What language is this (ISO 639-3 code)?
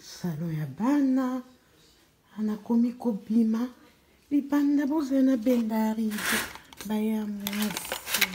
lin